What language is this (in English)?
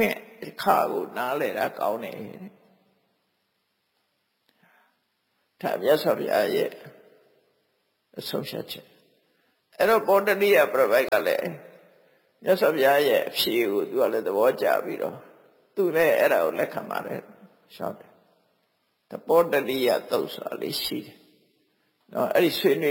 Burmese